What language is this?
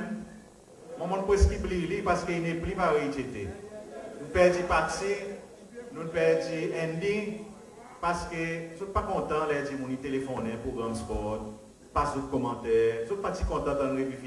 Seselwa Creole French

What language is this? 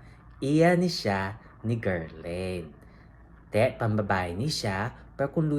Hiligaynon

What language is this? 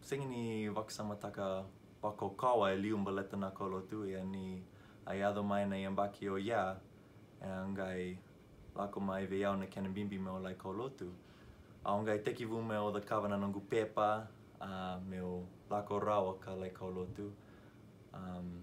Fijian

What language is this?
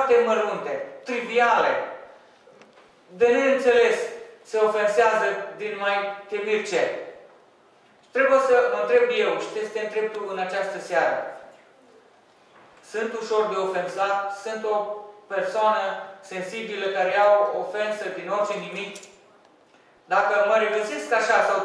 Romanian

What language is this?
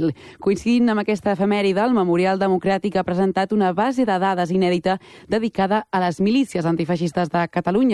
Catalan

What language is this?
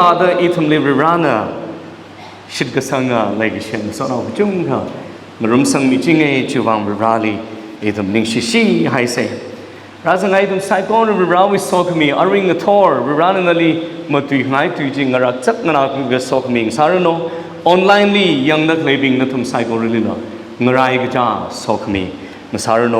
Tangkhul Naga (India)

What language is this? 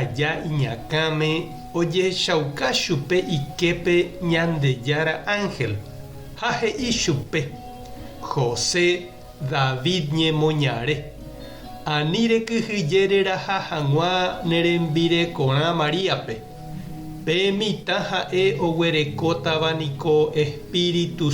Guarani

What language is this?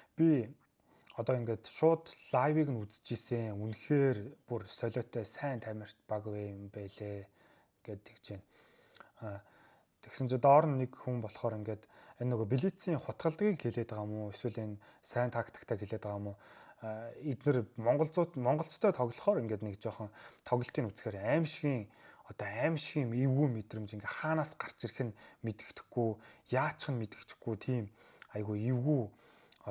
Mongolian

